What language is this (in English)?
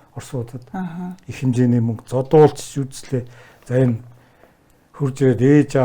Mongolian